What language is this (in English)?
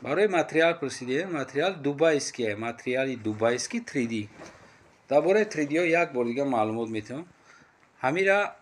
Tajik